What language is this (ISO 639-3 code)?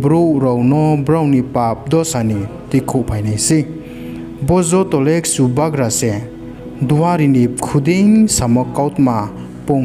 ria